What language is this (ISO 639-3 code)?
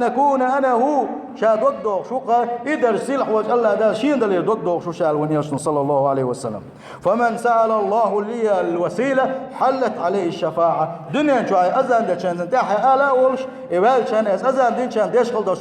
che